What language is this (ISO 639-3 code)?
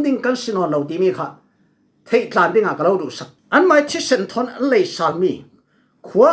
cfm